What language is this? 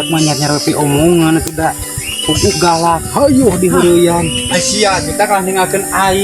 Sundanese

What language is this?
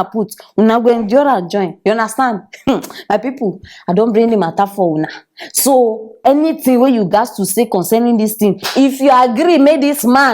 Nigerian Pidgin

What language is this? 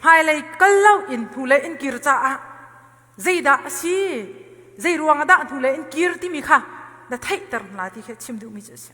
Hakha Chin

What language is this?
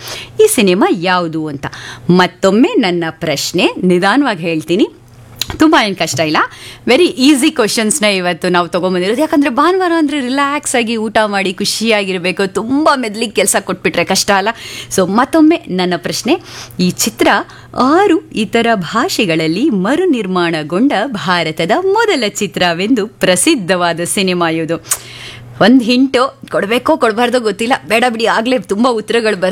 Kannada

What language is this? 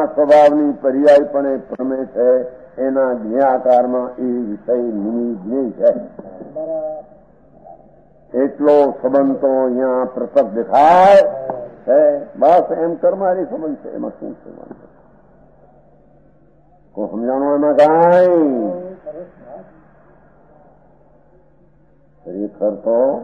Gujarati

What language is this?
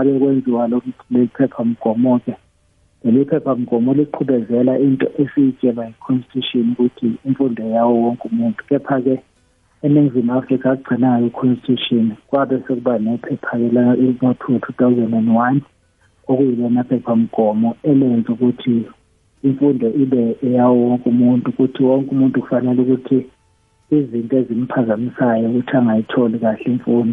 South Ndebele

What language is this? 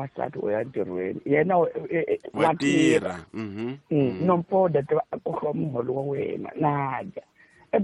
Tsonga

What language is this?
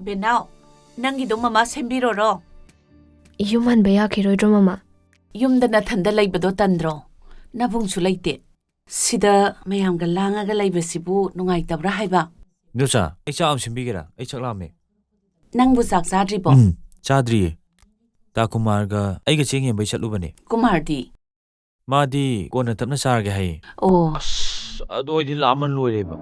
Manipuri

